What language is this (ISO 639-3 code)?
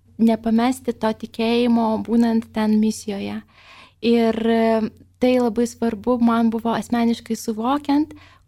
lit